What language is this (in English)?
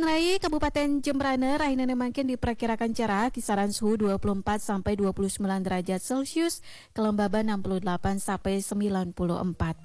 Balinese